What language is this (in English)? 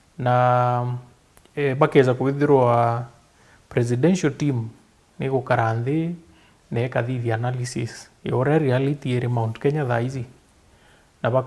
Meru